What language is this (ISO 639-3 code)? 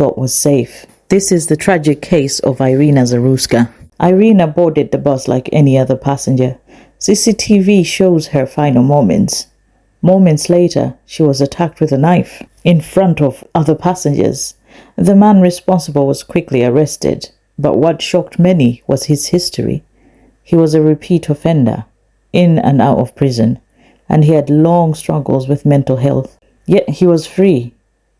eng